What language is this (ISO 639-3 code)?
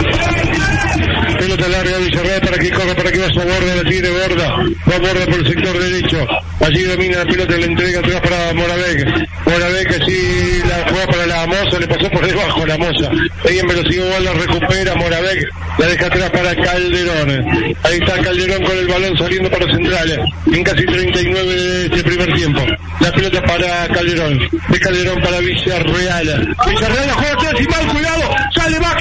spa